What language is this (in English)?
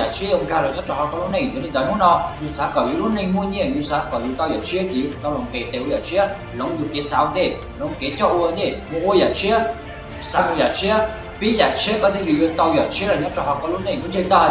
Hmong